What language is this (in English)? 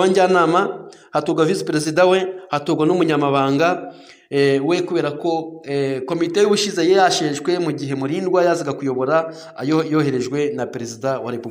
Kinyarwanda